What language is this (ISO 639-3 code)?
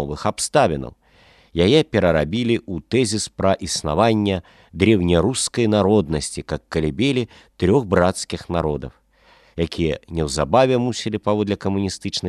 bel